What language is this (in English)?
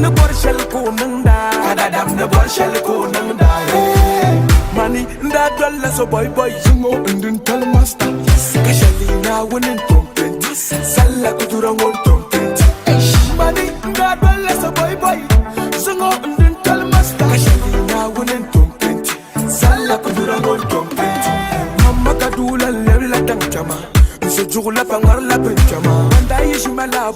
Dagbani